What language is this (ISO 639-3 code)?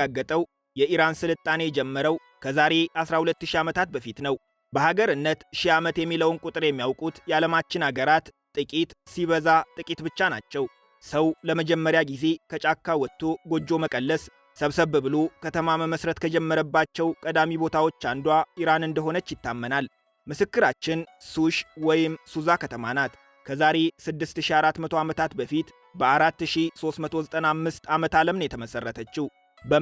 amh